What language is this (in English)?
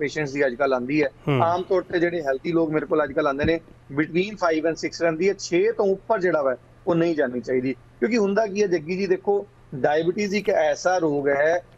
Punjabi